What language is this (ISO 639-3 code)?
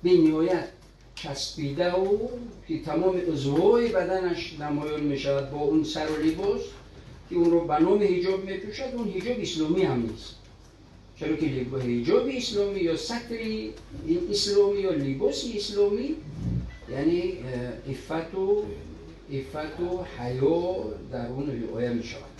tgk